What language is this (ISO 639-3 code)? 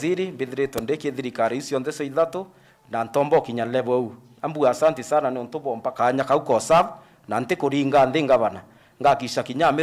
mer